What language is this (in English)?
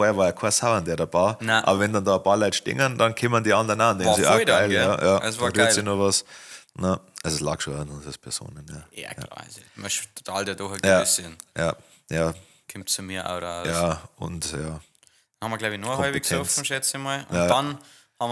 Bavarian